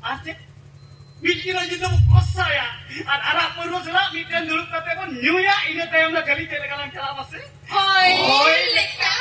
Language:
Santali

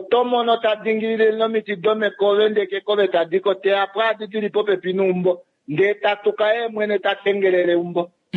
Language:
Kuanyama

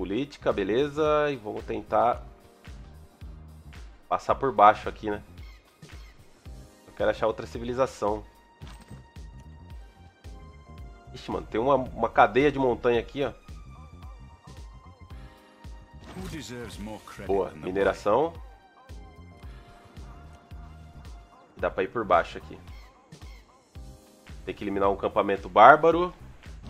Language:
Portuguese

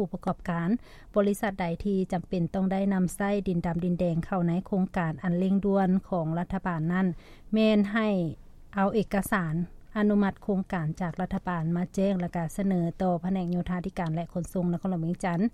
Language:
Lao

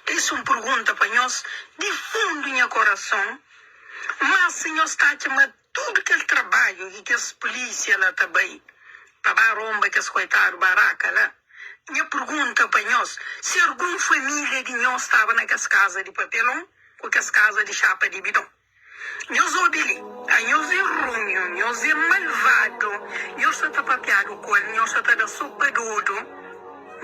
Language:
Kabuverdianu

